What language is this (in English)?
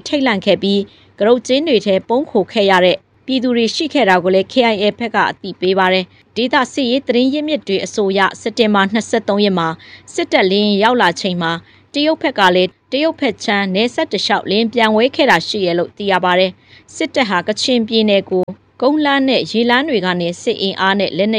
Burmese